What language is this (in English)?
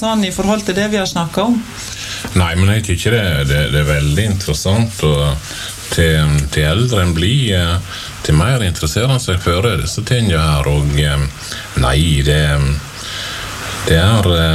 Norwegian